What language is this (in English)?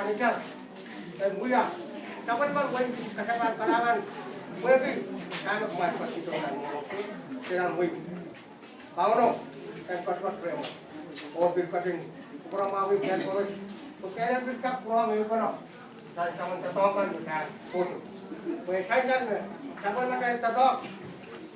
Pohnpeian